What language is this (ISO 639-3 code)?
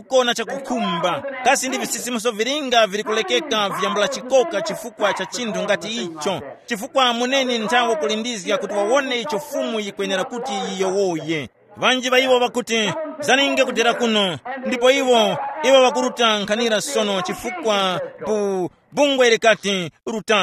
tum